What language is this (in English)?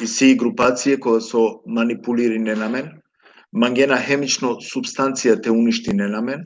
Balkan Romani